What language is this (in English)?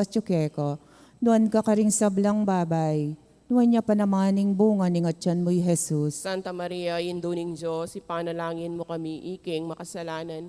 Pampanga